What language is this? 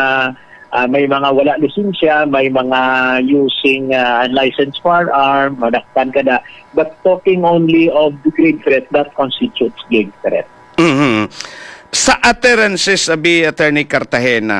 Hiligaynon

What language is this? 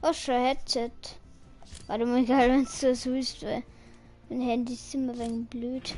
Bavarian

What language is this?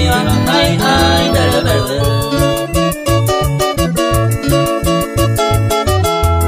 Spanish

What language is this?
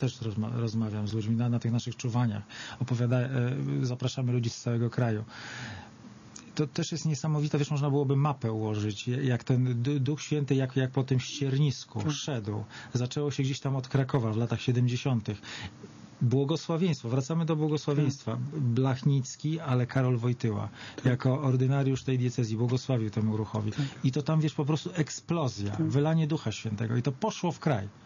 Polish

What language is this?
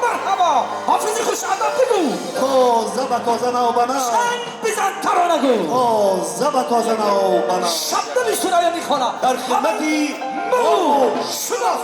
Tajik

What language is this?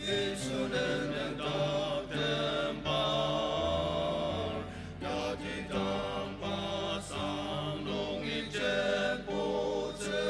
Ao Naga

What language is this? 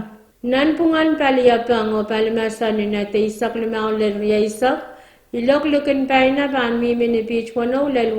Pohnpeian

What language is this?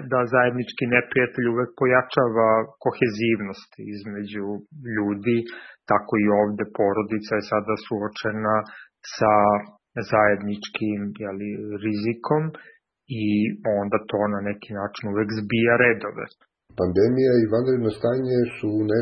Serbian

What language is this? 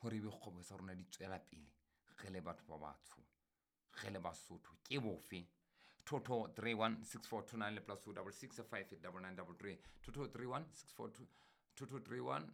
Southern Sotho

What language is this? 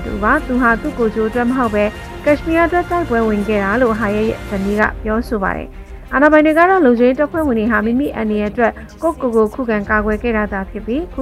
Burmese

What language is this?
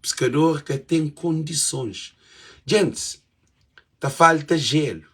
Kabuverdianu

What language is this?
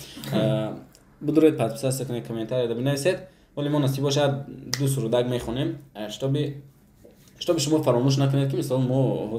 Tajik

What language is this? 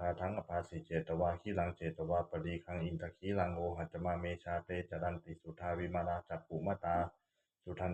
Pali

